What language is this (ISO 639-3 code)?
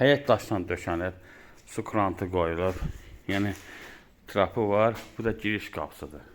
aze